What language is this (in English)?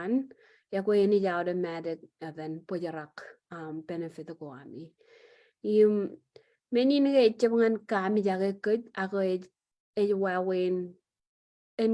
Marshallese